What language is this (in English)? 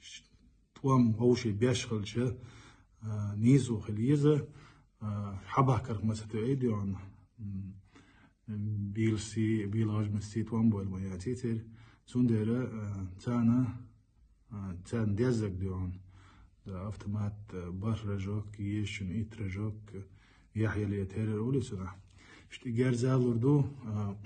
Chechen